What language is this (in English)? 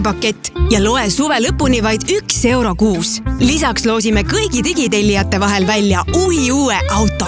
Estonian